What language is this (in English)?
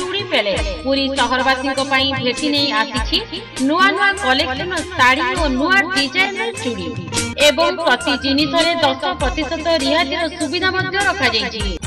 Odia